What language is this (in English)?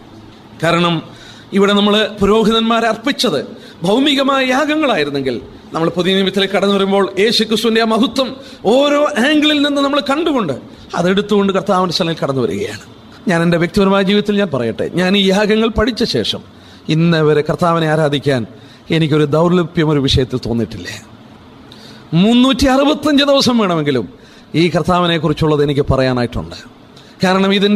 Malayalam